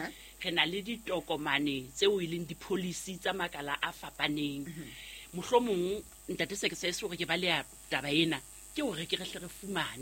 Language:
Southern Sotho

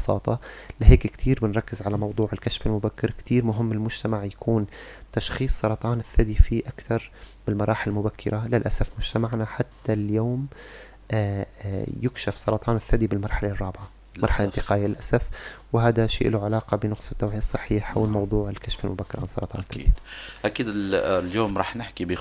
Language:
North Levantine Arabic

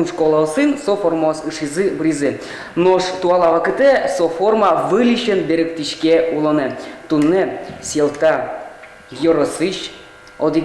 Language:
Udmurt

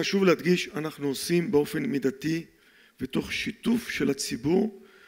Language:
Hebrew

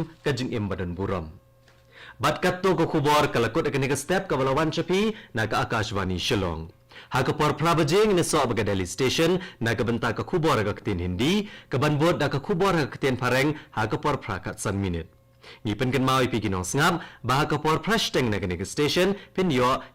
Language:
Khasi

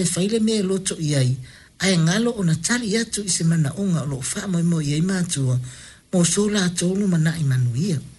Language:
Samoan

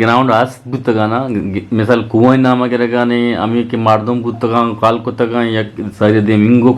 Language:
Eastern Balochi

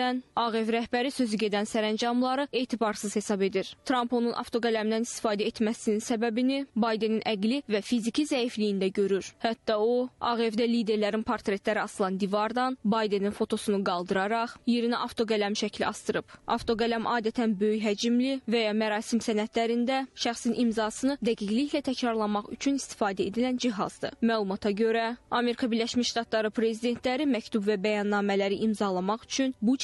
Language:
Azerbaijani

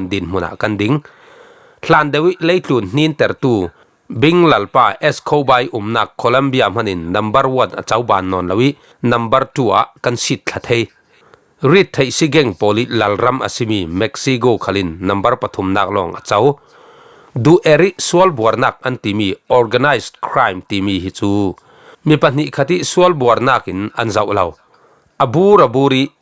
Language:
Falam Chin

